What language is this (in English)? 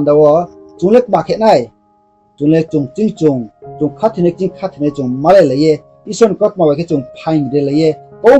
Riang (India)